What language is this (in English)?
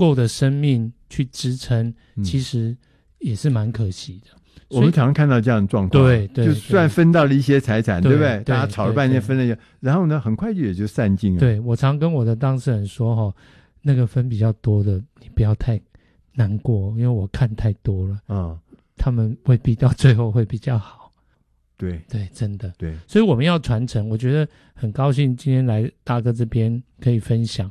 Chinese